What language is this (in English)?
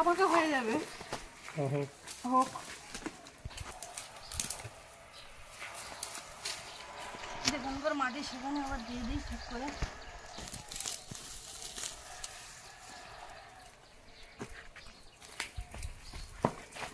Bangla